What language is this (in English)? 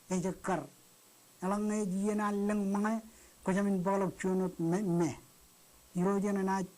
Marshallese